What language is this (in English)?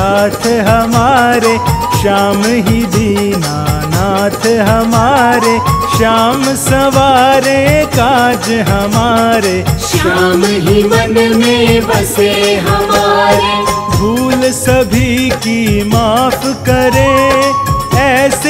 Hindi